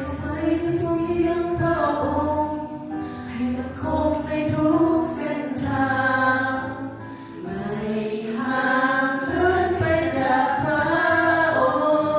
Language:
Lao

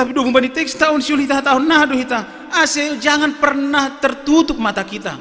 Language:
Batak Simalungun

